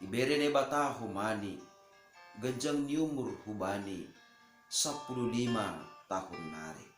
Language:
Batak Simalungun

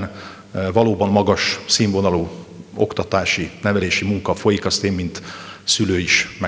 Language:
Hungarian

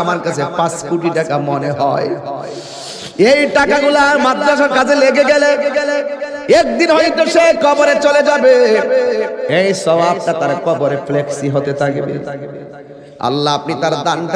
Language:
Bangla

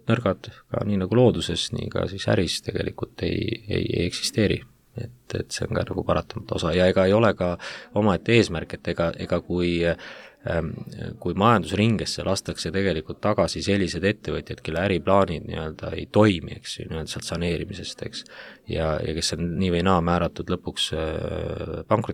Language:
Estonian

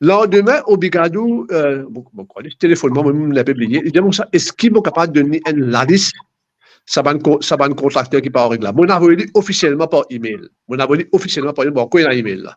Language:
Morisyen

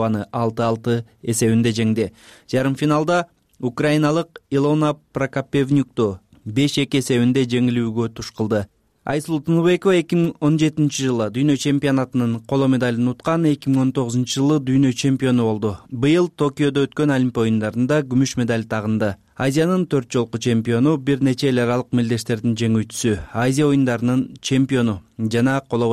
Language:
Kyrgyz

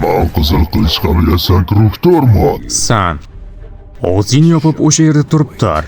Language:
Uzbek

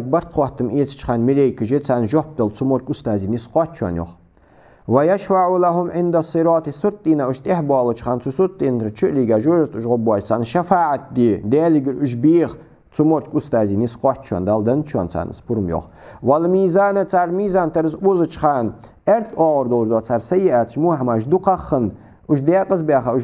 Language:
Ingush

